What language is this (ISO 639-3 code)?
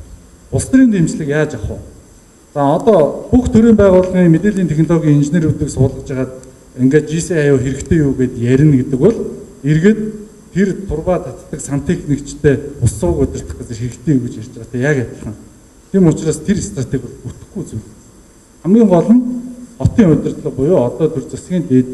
mon